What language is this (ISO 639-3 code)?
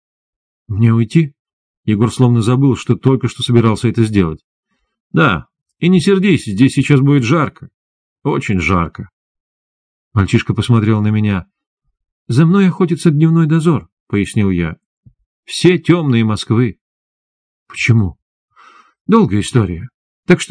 rus